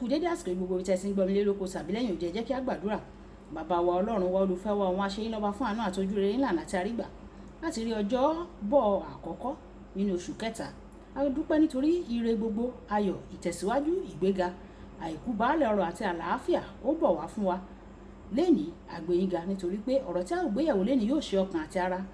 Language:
Yoruba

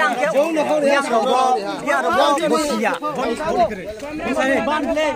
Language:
Riang (India)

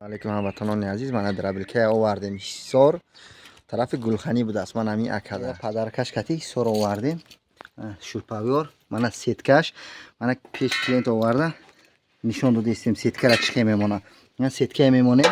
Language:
Tajik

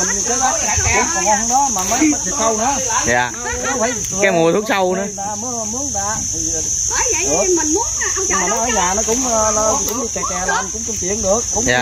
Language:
Vietnamese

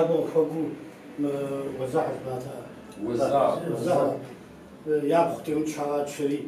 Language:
Kabardian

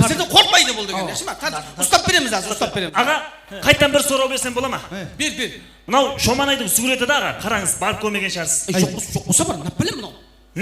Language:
Kara-Kalpak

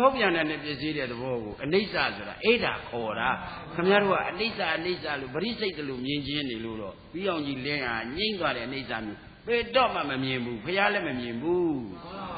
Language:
Burmese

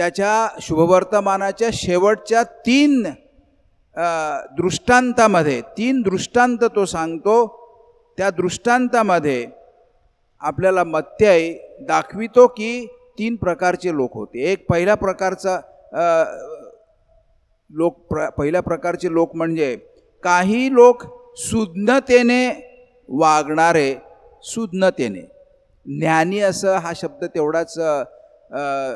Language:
Marathi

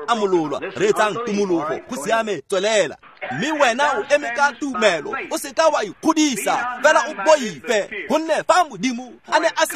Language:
Tswana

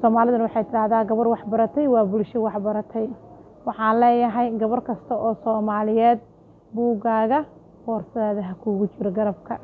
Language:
Somali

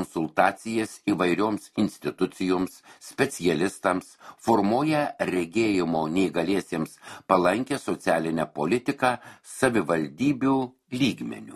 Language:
Lithuanian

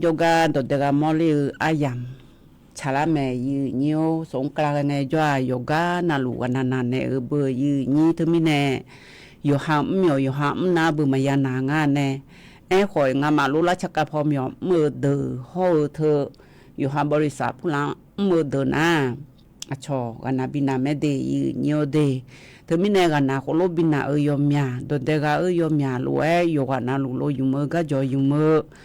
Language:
Akha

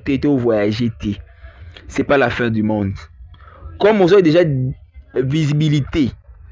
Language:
Lingala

